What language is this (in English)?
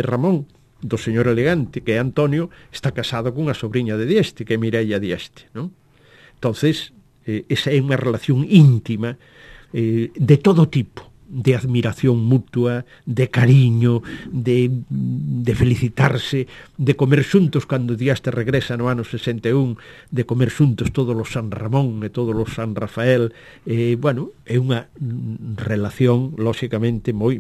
Galician